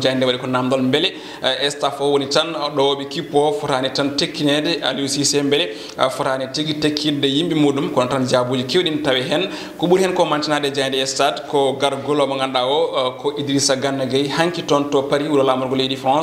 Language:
Fula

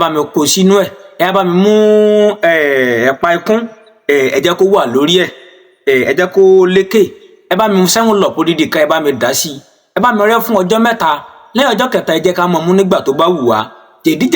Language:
Yoruba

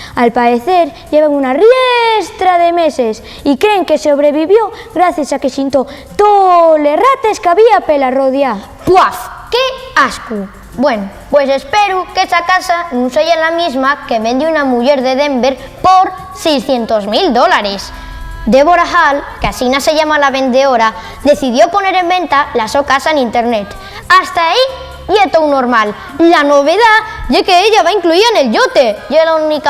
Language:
Asturian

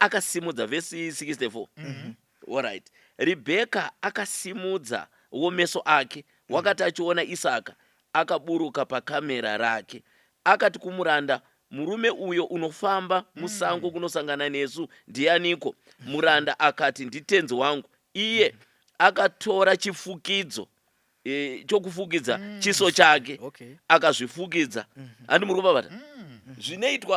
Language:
Shona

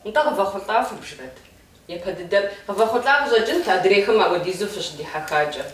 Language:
Kabardian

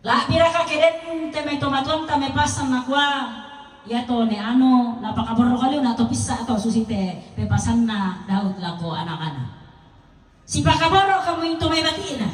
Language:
Toraja-Sa'dan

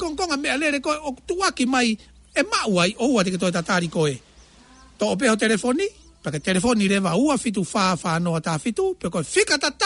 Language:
Tongan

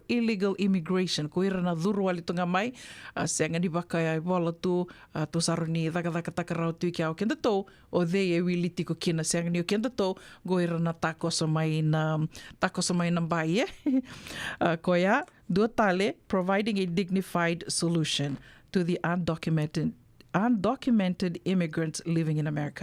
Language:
Fijian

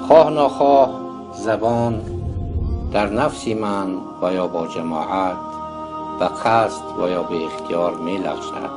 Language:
Tajik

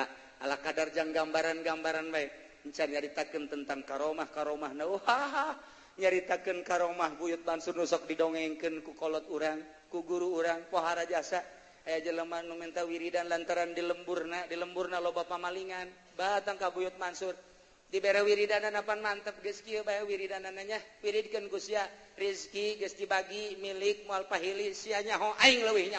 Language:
Sundanese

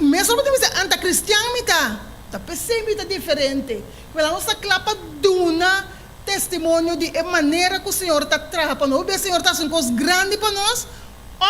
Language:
Papiamento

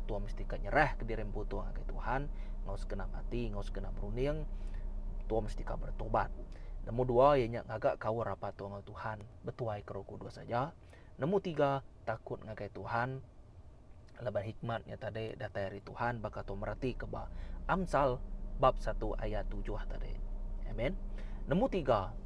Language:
Iban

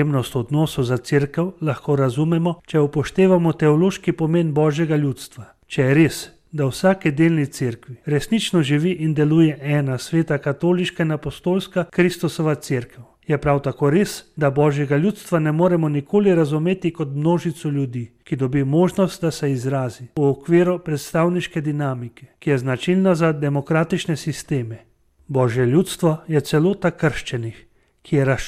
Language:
Slovenian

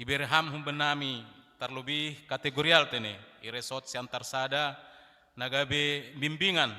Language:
Batak Simalungun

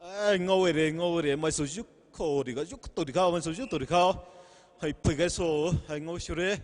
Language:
Poumei Naga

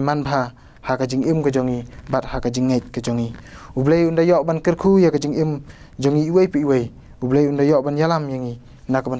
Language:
Khasi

